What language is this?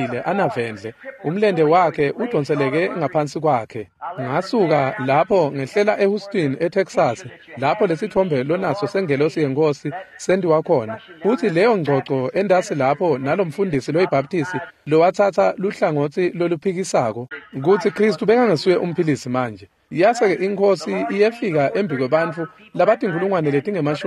Swati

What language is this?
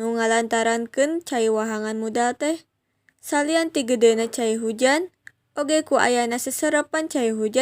Sundanese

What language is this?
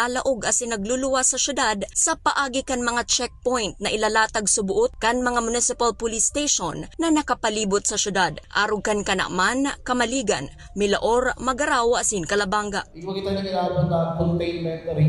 Bikol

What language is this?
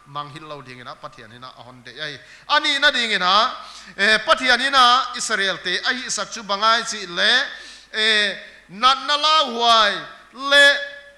Paite Chin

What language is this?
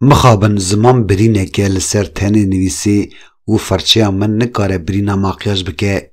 Kurdish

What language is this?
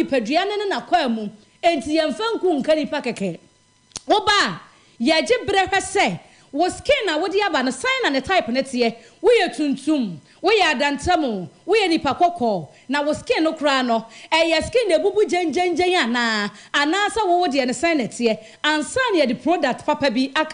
Akan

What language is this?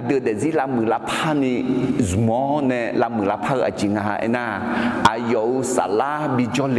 Akha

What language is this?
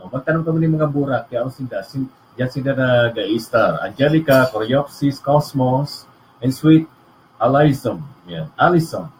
Bikol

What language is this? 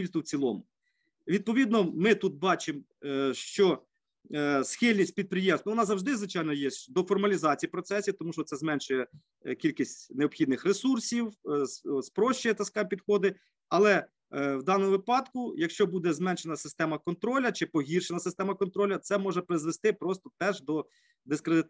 Ukrainian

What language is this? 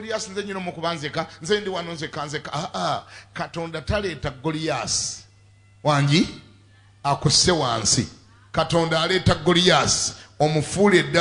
Ganda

